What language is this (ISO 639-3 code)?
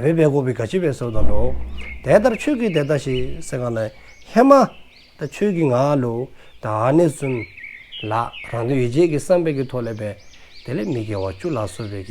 dzo